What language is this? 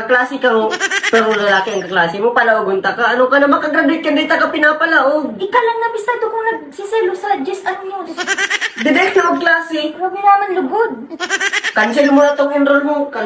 Bikol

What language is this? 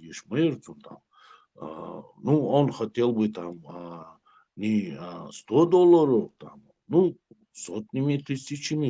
Chechen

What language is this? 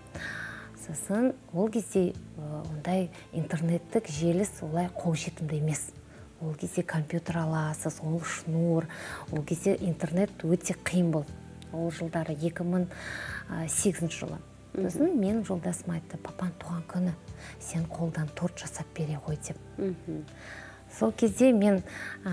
Kazakh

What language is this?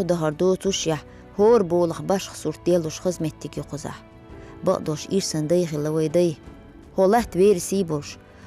Chechen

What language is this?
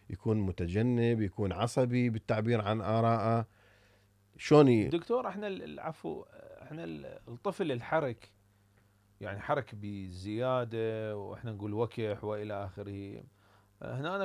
Mesopotamian Arabic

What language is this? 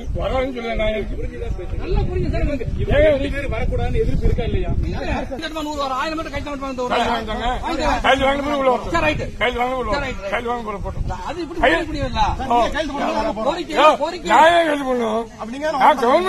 Tamil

